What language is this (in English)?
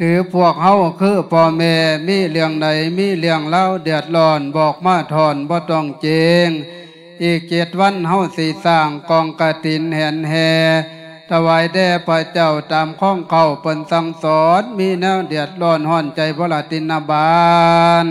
Lao